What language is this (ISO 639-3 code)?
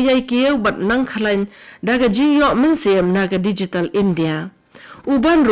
kha